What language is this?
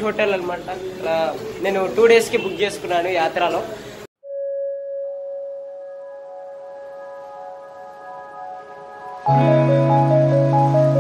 Telugu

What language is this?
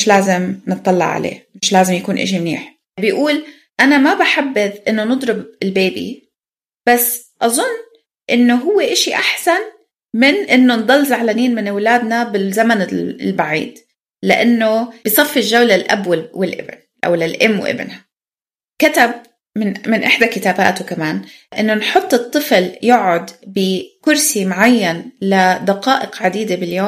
North Levantine Arabic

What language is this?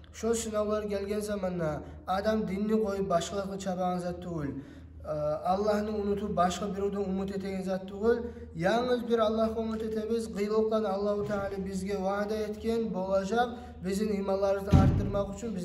Kumyk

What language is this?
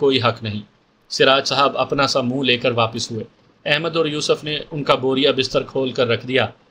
Urdu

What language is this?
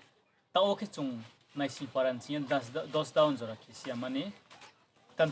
Riang (India)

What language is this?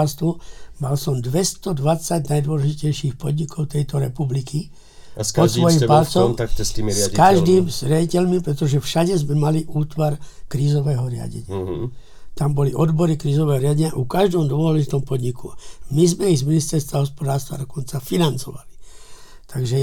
Slovak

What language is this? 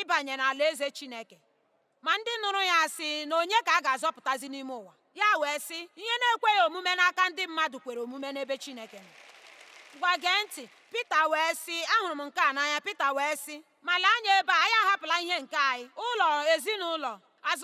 Igbo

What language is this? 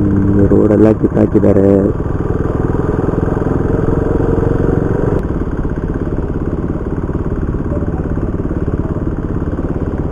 Kannada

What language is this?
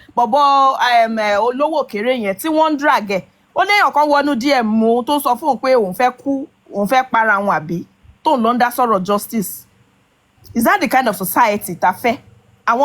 Yoruba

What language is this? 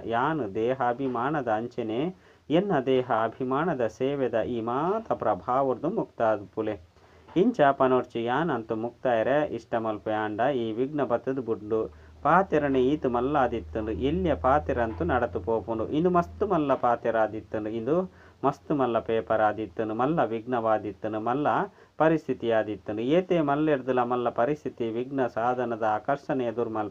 Tulu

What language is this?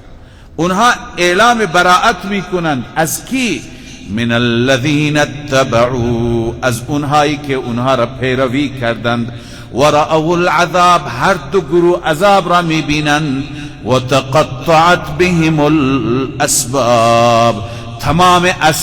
Persian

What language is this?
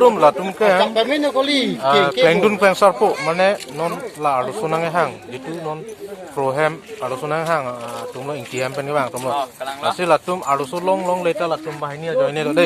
Karbi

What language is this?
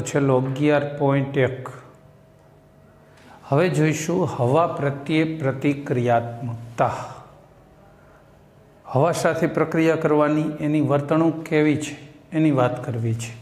Gujarati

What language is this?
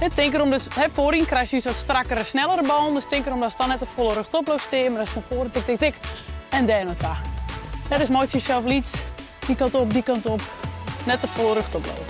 Western Frisian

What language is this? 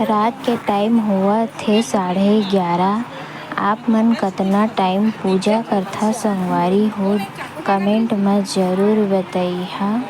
Chhattisgarhi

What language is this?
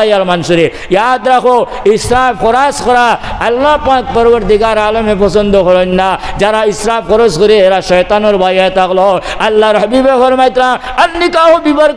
Sylheti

